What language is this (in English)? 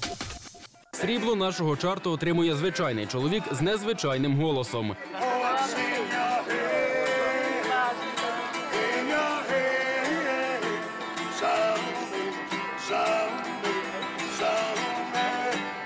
Ukrainian